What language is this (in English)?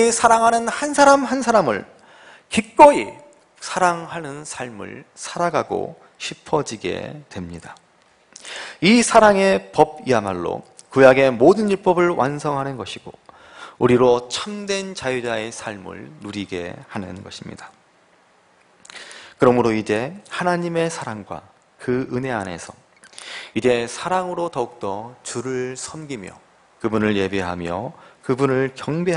Korean